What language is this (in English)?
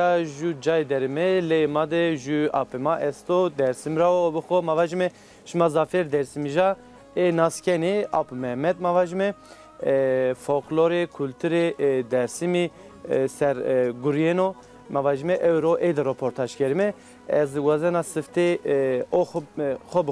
Zaza